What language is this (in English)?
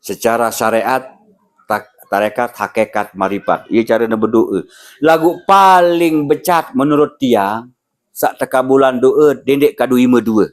Sasak